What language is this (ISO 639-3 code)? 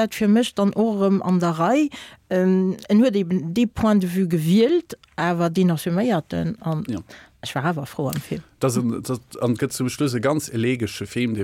ltz